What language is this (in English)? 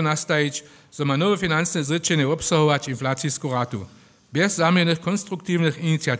Upper Sorbian